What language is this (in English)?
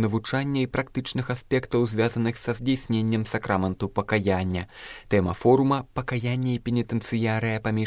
Belarusian